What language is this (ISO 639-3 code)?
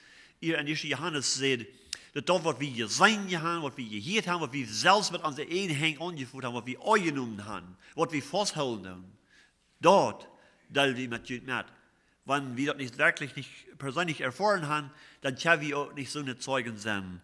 pdt